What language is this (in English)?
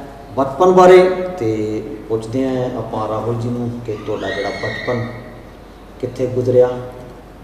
Punjabi